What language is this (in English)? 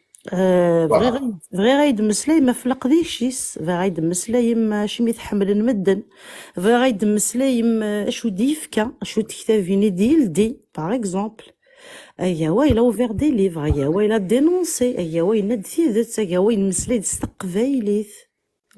Kabyle